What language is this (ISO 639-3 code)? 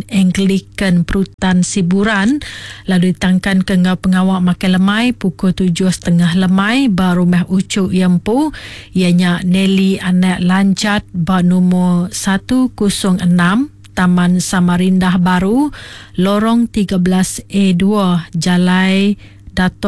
iba